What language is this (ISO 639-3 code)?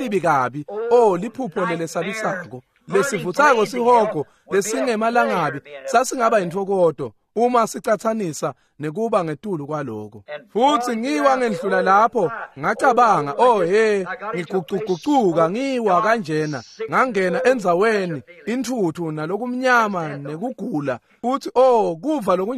ssw